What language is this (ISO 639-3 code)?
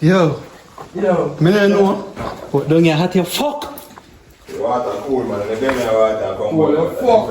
jam